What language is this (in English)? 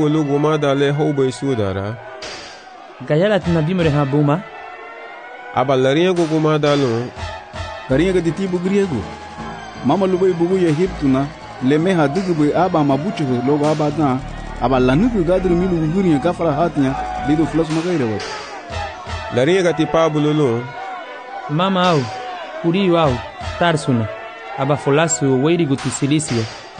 Garifuna